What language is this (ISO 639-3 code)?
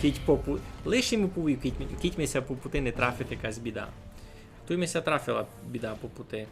rue